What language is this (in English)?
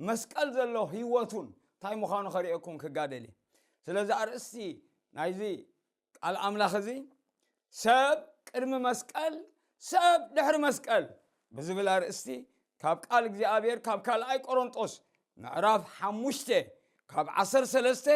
Tigrinya